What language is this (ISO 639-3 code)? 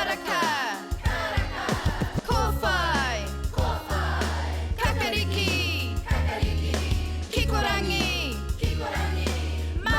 mri